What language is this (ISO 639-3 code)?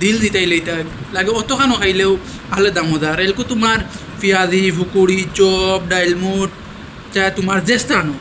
syl